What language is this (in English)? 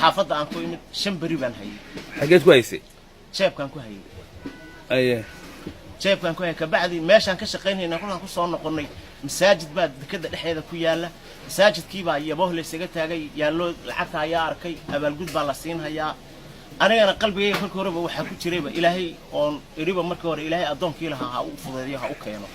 Somali